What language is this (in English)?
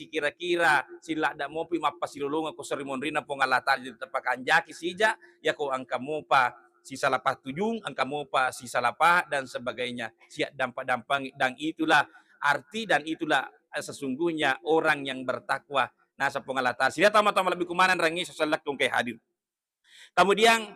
Buginese